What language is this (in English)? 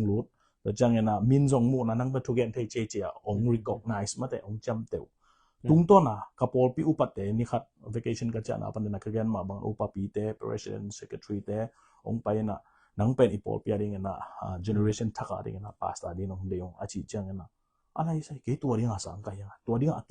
Tedim Chin